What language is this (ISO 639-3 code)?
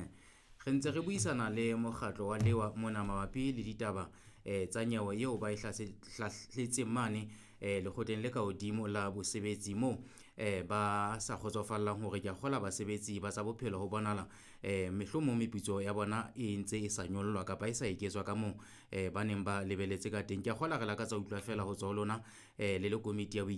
sot